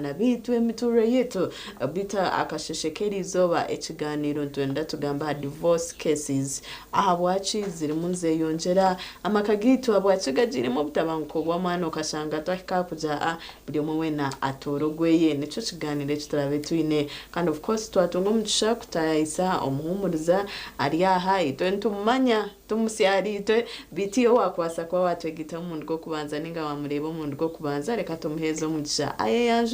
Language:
Nyankole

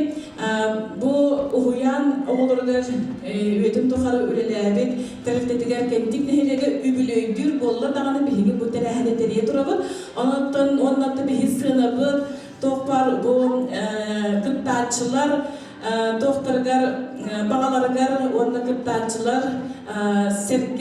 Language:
Yakut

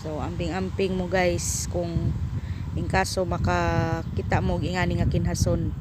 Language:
Cebuano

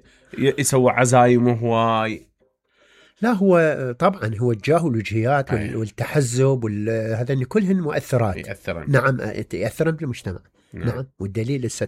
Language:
Mesopotamian Arabic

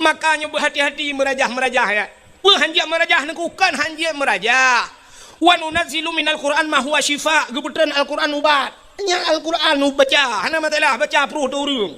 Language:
Achinese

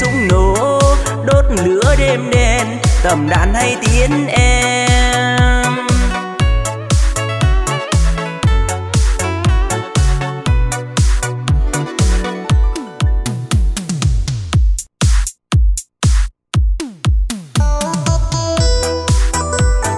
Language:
Vietnamese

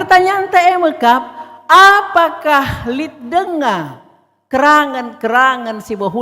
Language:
Batak Karo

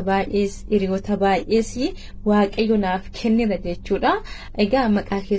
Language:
Oromo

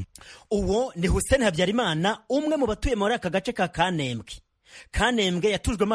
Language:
Kinyarwanda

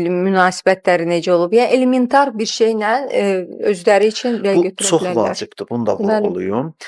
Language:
Azerbaijani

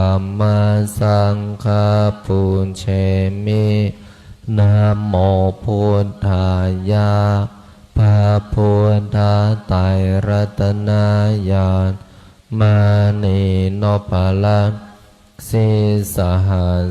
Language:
Pali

